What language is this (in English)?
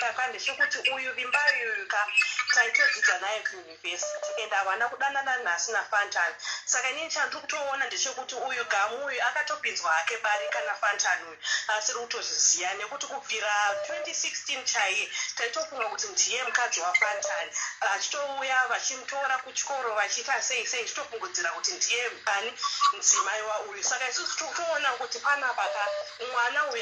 Shona